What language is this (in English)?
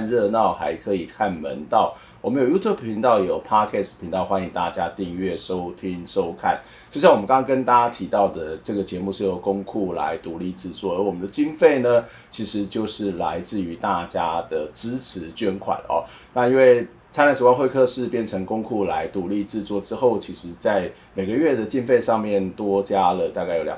Chinese